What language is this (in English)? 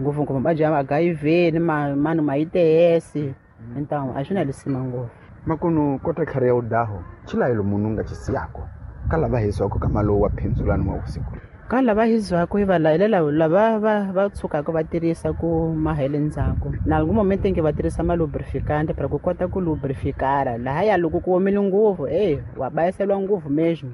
Tsonga